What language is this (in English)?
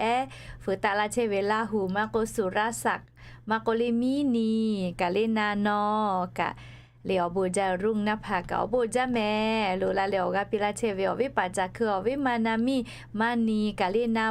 Lahu